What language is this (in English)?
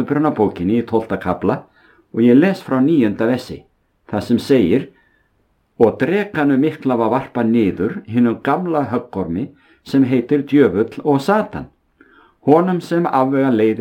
Icelandic